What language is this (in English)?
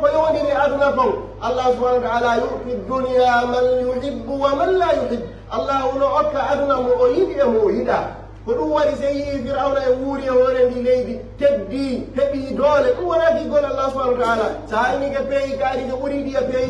Pular